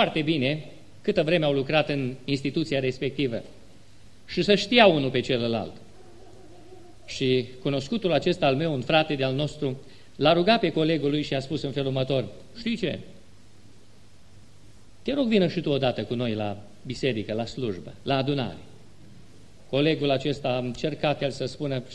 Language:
Romanian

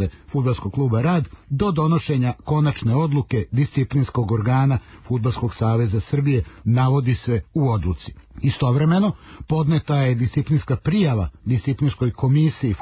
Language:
Serbian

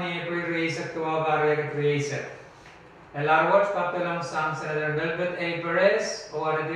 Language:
Pohnpeian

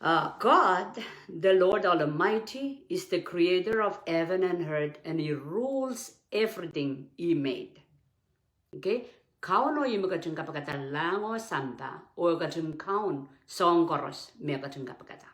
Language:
Pohnpeian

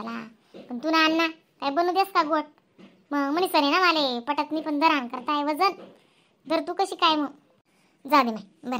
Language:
Khandesi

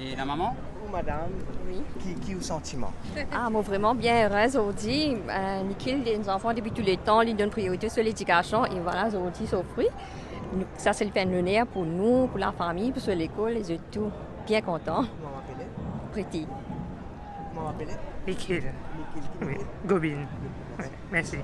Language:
Morisyen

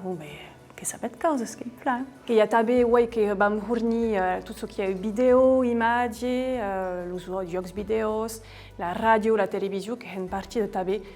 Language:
Occitan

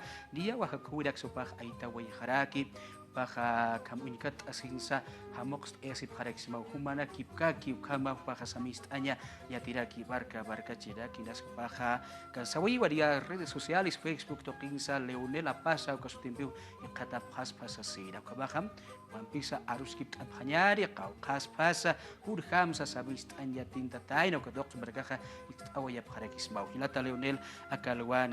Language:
Aymara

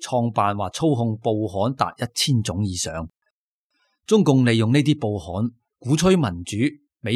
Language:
Cantonese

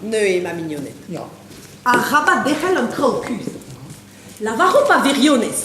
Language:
Breton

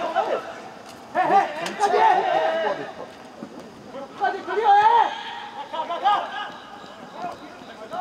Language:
Korean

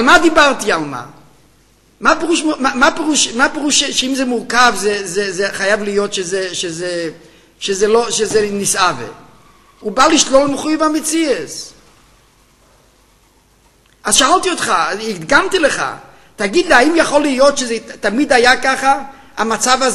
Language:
Hebrew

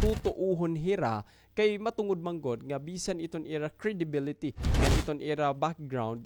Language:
Waray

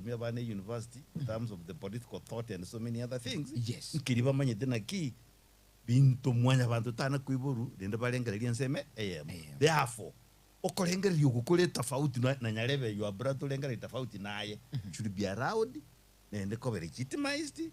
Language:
Gusii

